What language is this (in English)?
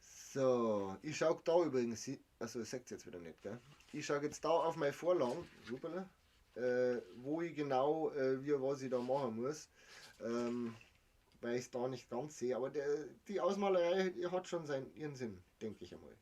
Bavarian